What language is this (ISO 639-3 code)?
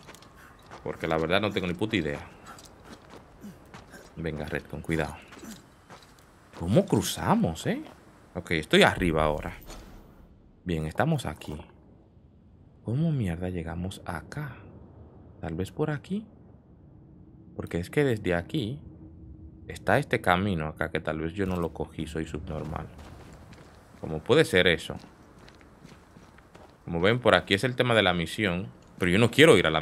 spa